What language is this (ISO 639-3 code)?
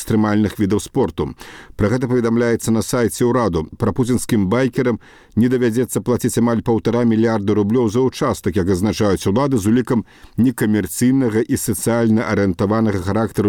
bel